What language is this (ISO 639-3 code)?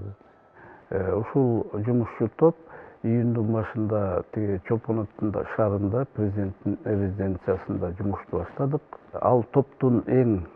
kir